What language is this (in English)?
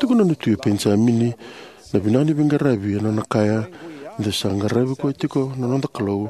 Fijian